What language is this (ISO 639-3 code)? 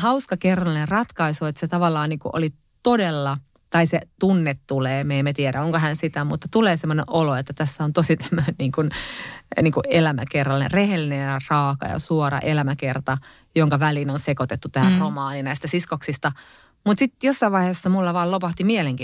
fin